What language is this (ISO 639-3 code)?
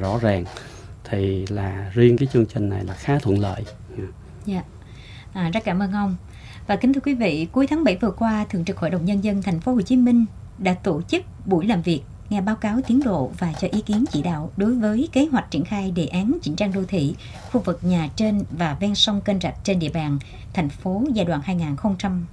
vie